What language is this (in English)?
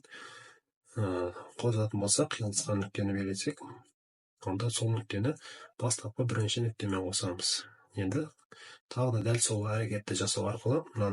Kazakh